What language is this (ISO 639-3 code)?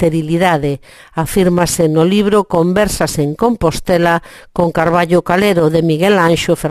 glg